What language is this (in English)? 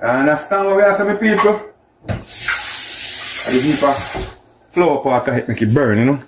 Jamaican Creole English